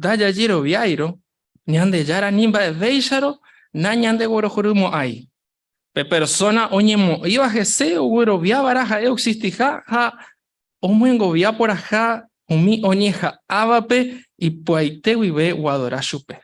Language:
Guarani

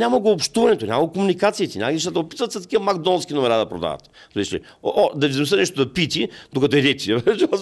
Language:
Bulgarian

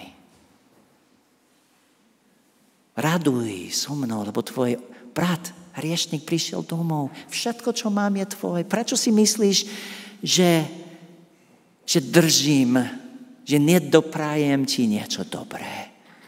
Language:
Slovak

